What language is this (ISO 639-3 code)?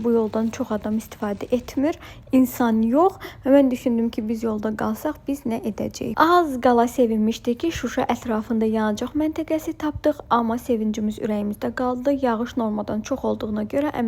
aze